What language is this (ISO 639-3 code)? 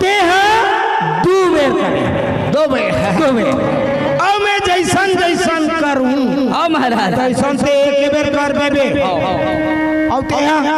hne